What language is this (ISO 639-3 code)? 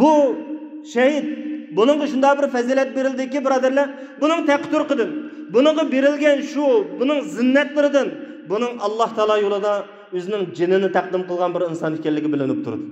uig